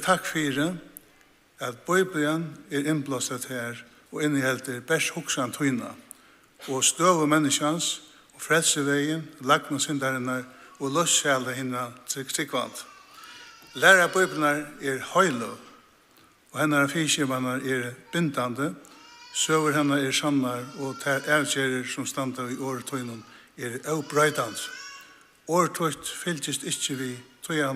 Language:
Faroese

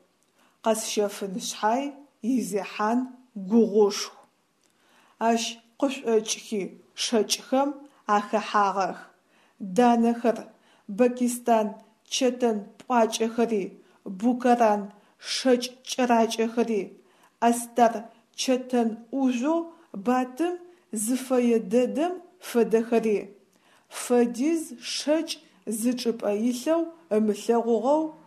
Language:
Adyghe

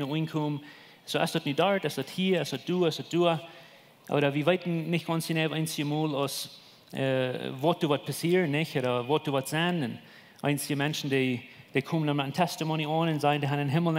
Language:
Plautdietsch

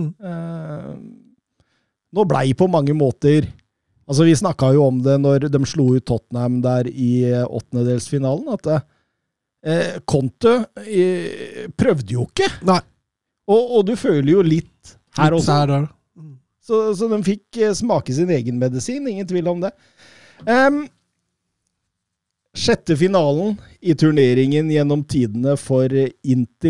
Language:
Norwegian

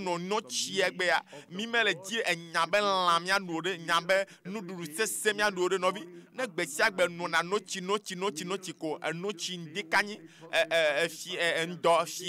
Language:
Ewe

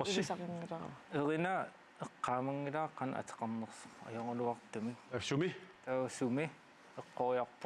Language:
Kalaallisut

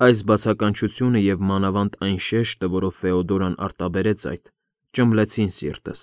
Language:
Armenian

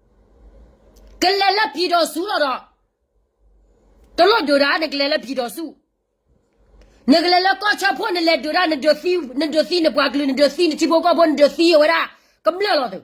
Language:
S'gaw Karen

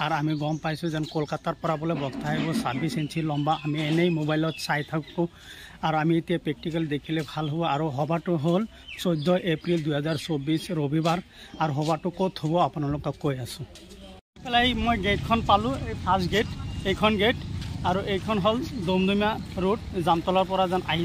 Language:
Assamese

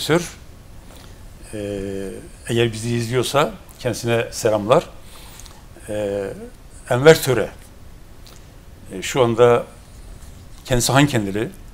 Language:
Turkish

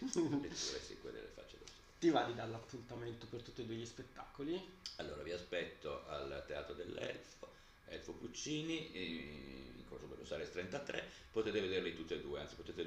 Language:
Italian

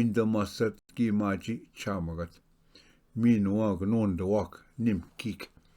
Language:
Ojibwa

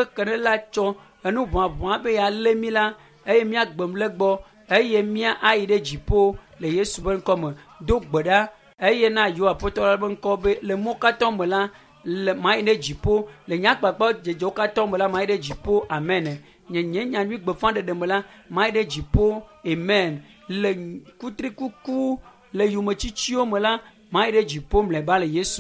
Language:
Ewe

